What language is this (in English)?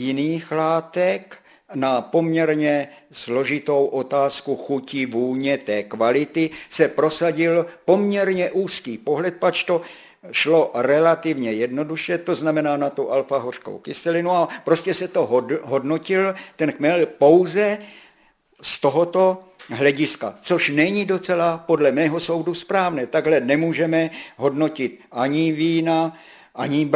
Czech